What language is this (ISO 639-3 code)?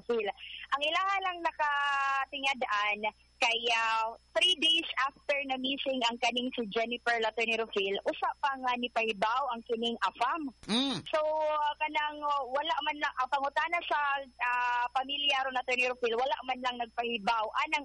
ceb